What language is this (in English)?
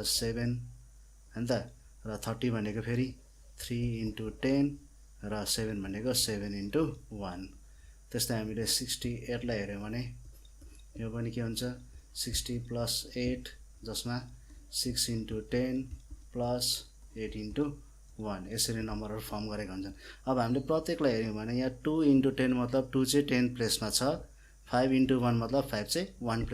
Nepali